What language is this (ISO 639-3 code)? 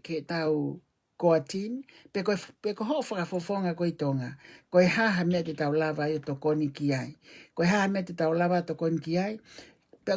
ton